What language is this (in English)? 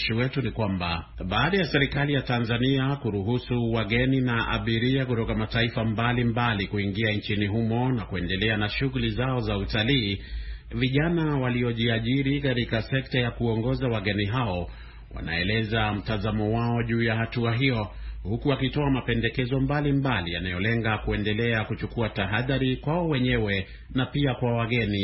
Swahili